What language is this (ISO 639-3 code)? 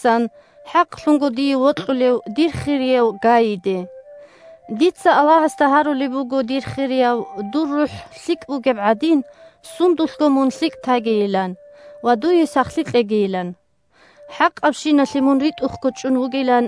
ava